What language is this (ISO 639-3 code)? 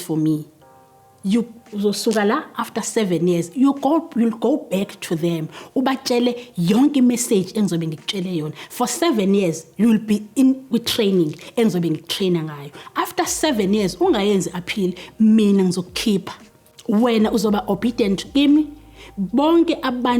zul